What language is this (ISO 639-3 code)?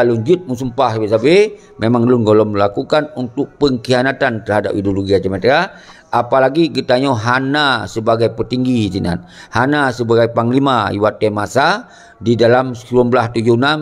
ace